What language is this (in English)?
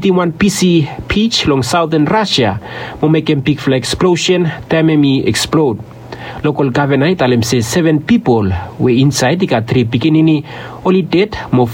Bislama